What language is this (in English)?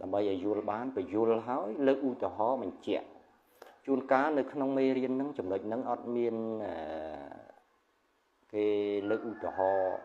Khmer